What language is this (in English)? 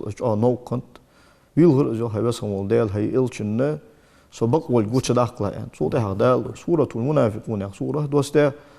Ingush